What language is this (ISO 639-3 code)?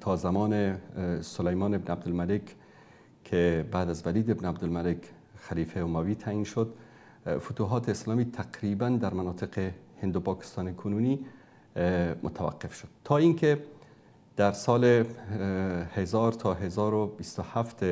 fas